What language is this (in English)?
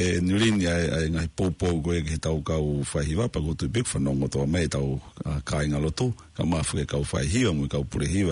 Tongan